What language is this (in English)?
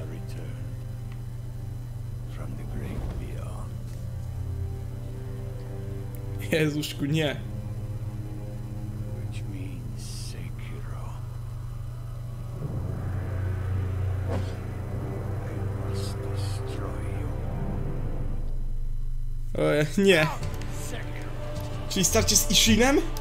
Polish